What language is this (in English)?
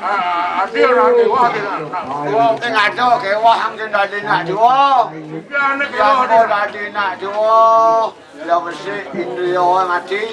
Balinese